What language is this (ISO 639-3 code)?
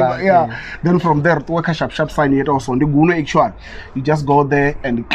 ven